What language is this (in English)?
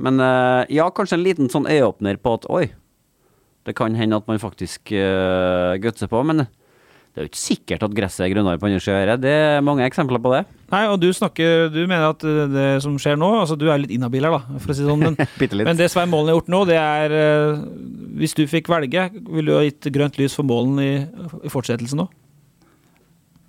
Norwegian